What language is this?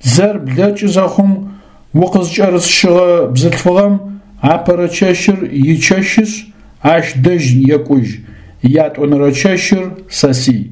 Adyghe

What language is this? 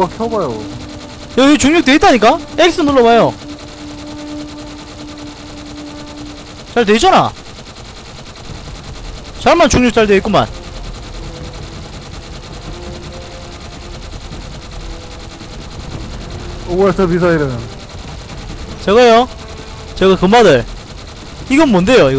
Korean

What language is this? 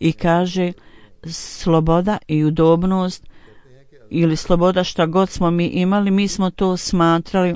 Bosnian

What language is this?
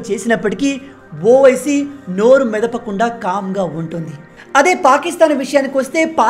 Telugu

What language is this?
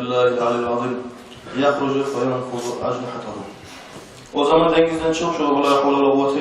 Kumyk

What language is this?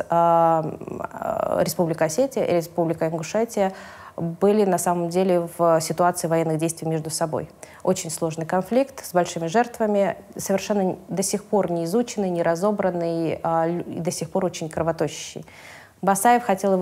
Russian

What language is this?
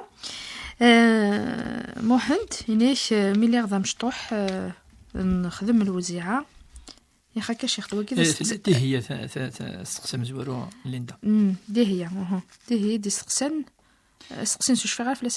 Kabyle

